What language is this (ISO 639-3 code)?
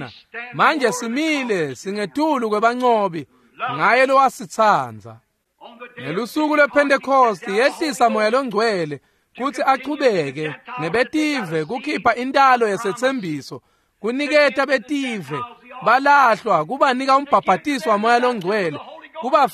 ssw